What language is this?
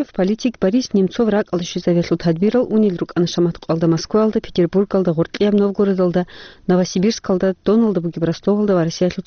Avaric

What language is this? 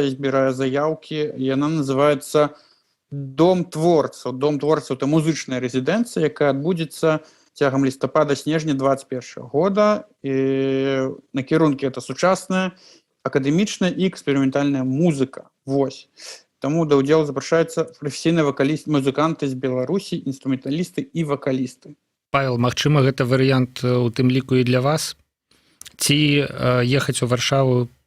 Belarusian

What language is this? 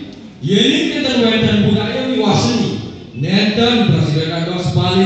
Balinese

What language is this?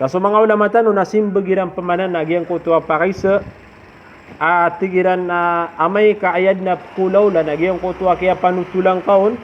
Maranao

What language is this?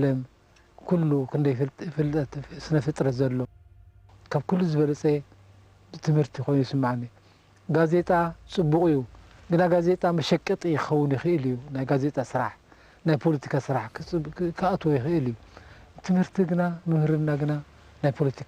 Tigrinya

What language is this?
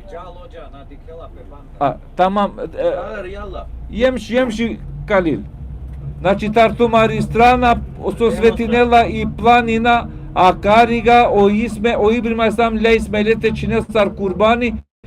Balkan Romani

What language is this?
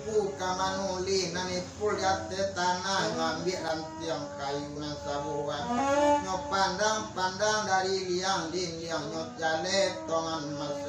Minangkabau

